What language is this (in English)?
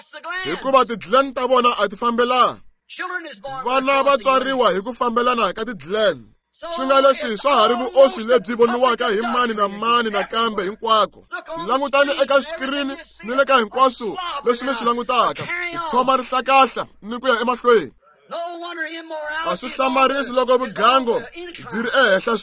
Tsonga